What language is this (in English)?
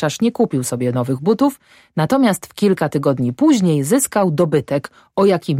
Polish